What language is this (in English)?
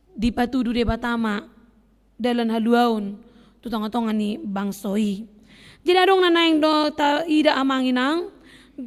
Batak Toba